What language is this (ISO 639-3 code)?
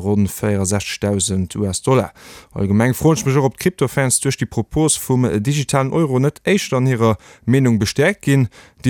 ltz